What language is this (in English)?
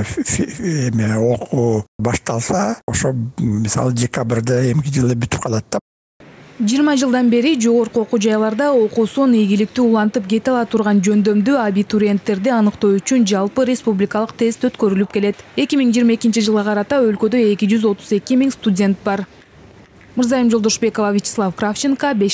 Kyrgyz